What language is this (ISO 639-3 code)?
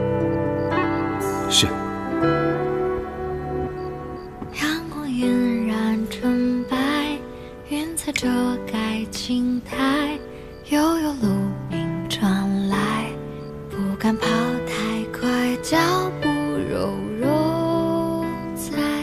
zho